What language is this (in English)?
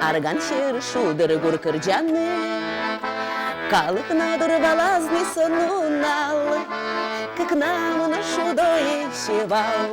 Udmurt